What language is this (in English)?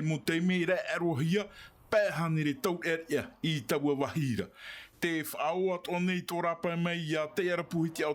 Tahitian